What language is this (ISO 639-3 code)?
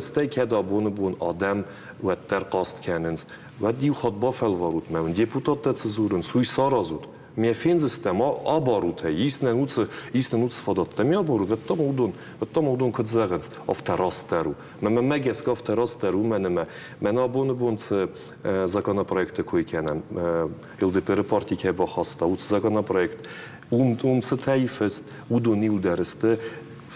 oss